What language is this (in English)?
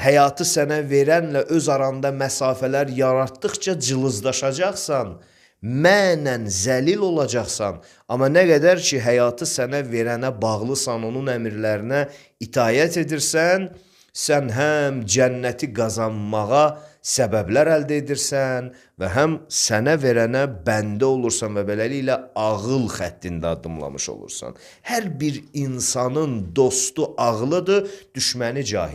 Azerbaijani